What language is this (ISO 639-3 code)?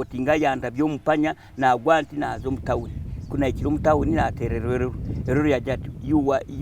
nyn